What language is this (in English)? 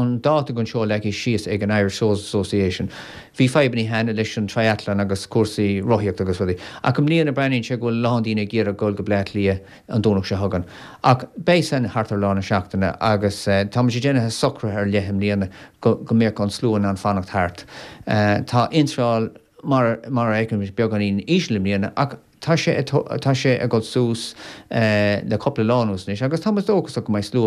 Irish